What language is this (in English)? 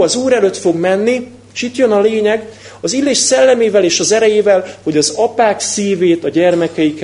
Hungarian